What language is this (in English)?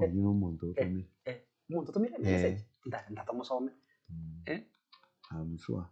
Gusii